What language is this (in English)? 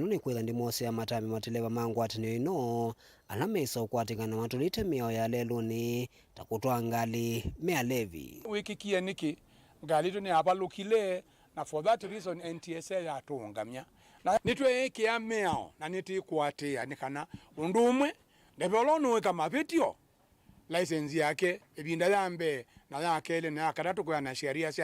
Kamba